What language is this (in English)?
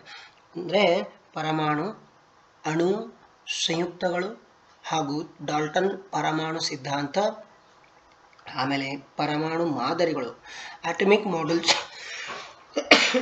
Kannada